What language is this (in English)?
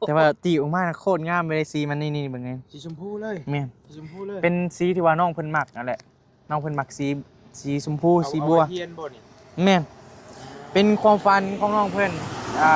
Northeastern Thai